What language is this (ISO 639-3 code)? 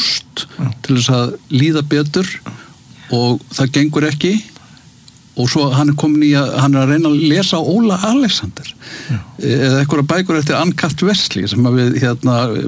isl